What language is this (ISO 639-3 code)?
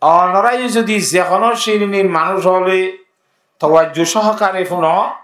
rhg